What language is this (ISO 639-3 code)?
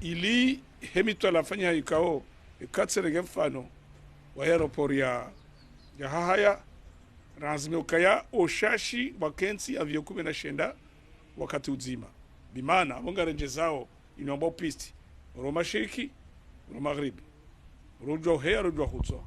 zdj